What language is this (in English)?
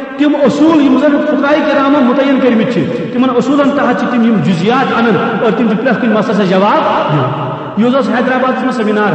Kashmiri